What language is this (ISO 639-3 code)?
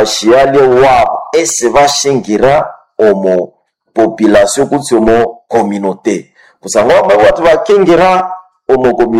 nnb